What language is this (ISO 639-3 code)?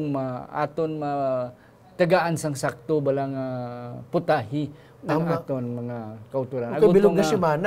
hil